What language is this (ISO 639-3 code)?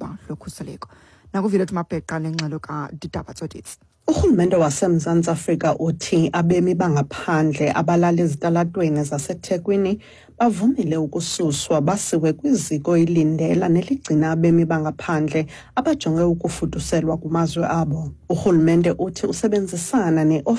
xho